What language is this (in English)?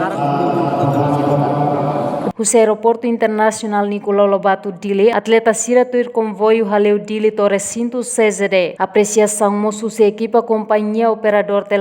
Tetum